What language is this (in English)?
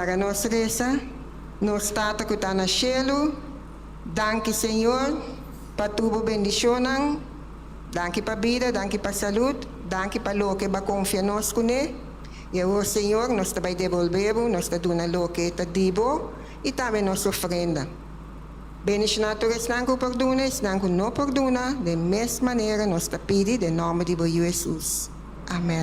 Papiamento